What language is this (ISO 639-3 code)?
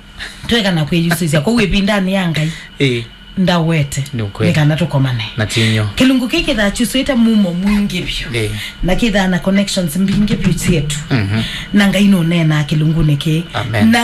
kam